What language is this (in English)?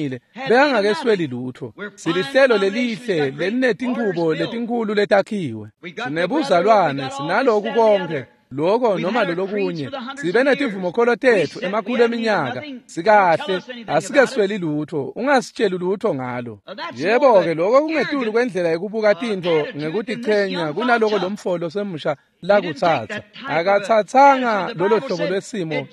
Swati